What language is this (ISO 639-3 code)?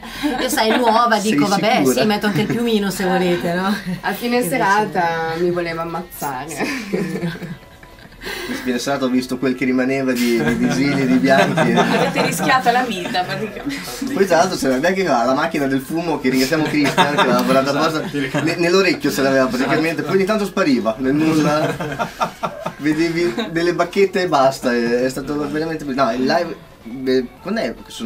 ita